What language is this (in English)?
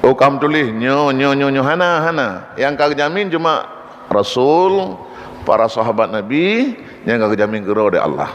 Achinese